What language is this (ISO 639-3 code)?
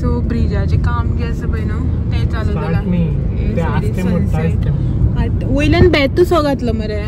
kok